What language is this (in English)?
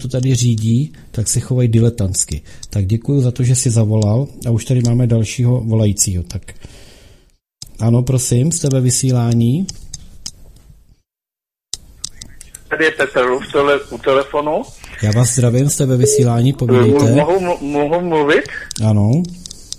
Czech